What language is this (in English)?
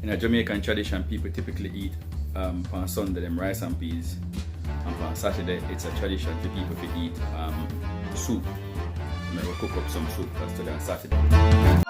Jamaican Creole English